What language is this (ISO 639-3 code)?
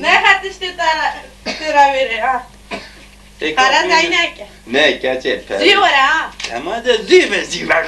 kur